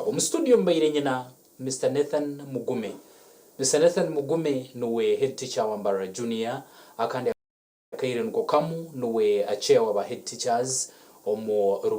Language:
Nyankole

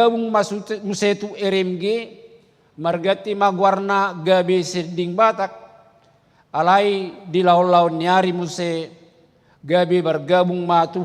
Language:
Batak Toba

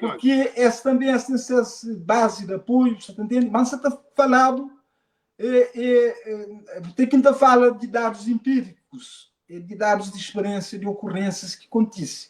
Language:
Kabuverdianu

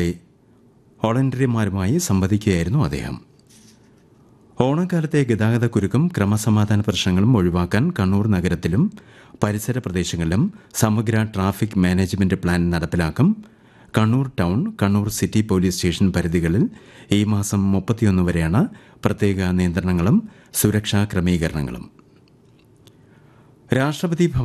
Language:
Malayalam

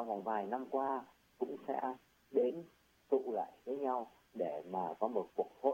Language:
Vietnamese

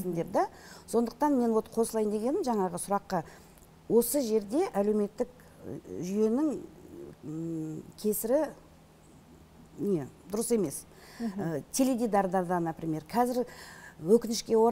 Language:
Kazakh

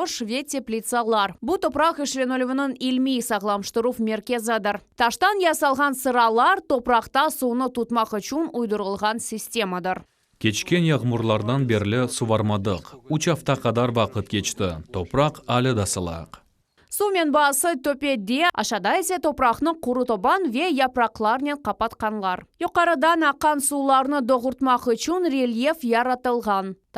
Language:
Crimean Tatar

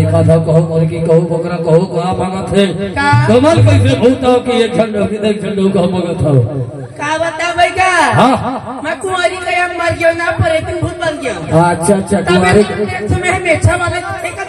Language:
Chhattisgarhi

